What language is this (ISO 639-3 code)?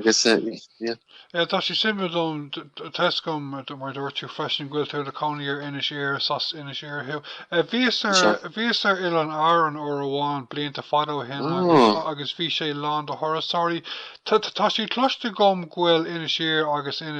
gle